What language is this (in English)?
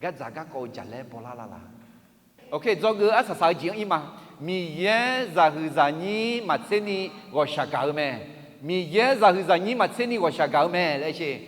Akha